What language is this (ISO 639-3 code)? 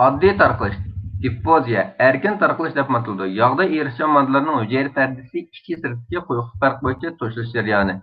uig